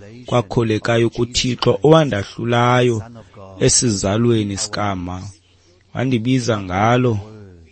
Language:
Xhosa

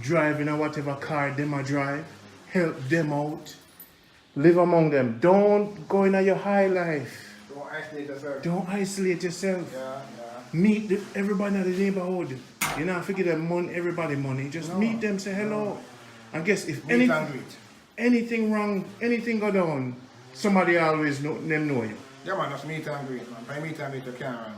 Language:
Jamaican Creole English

